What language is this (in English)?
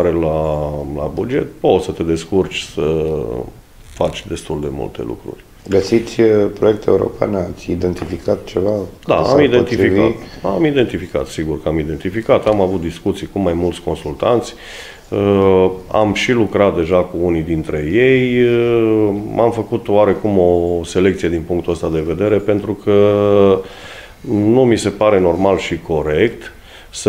Romanian